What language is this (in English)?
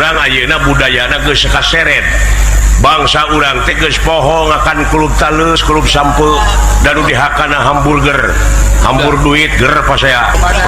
Sundanese